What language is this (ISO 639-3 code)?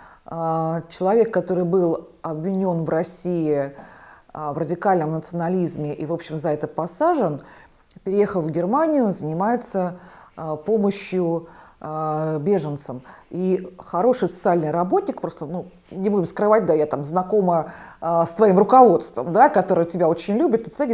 rus